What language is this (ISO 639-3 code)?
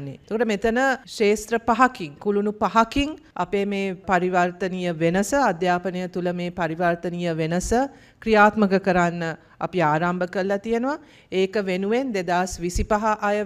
sin